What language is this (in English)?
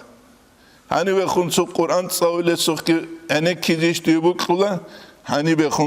Avaric